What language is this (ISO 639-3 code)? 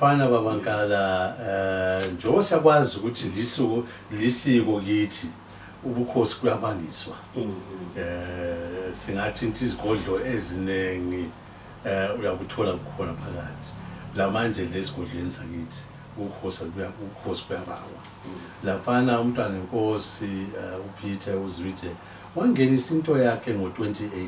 zul